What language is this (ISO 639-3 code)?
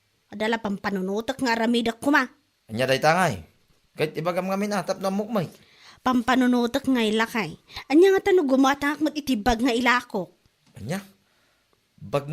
ilo